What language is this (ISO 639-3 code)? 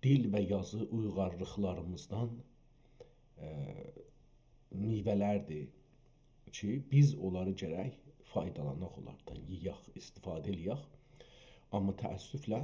azb